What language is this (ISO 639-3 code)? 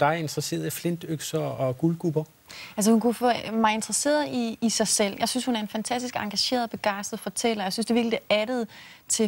dan